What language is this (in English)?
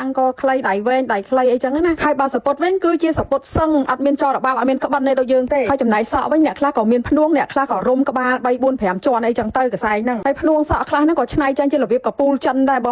Khmer